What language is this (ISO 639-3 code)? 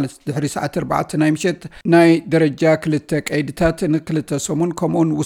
tir